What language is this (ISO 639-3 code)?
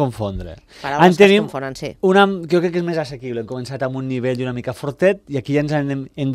cat